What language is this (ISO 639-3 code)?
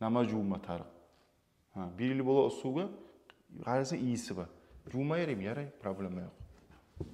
kum